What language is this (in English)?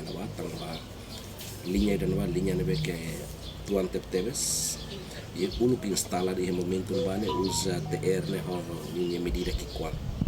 Tetum